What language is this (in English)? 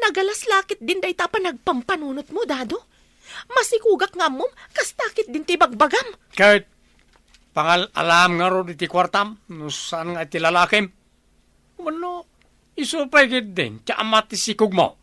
Iloko